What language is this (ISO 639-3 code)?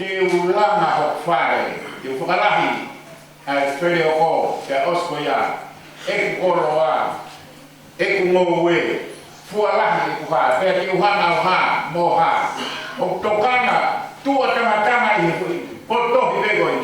ton